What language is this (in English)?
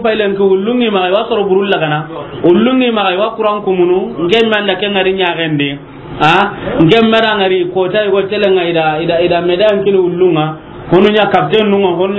Soninke